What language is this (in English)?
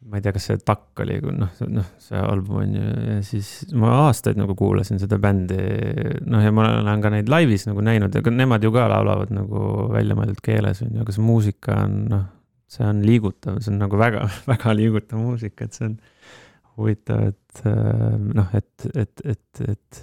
Estonian